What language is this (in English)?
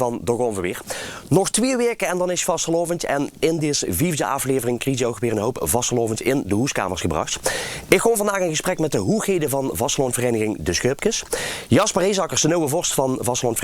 Limburgish